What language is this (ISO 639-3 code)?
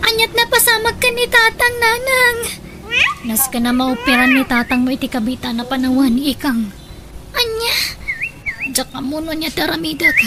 ilo